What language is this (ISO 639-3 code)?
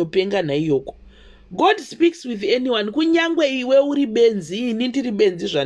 sna